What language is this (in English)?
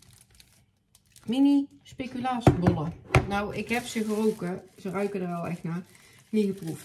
Dutch